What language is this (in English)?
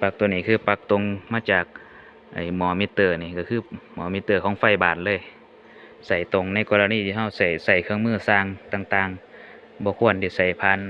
Lao